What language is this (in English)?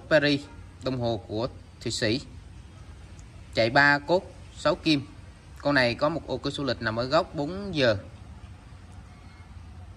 Vietnamese